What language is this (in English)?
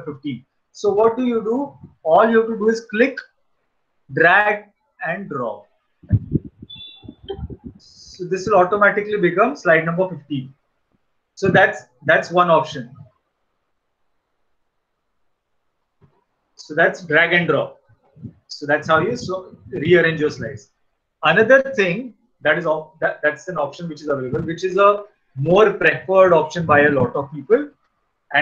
English